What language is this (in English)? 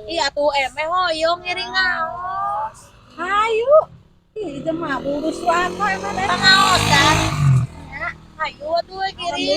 Sundanese